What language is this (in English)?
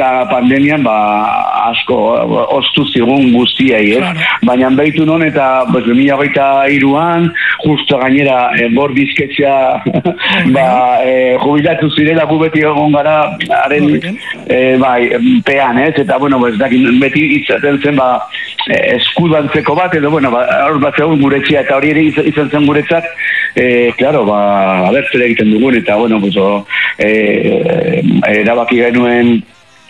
Basque